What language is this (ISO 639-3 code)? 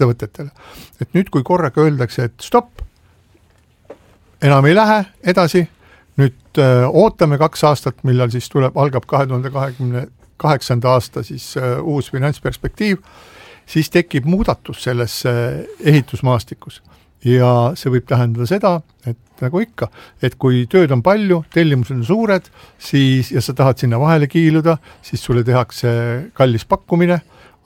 est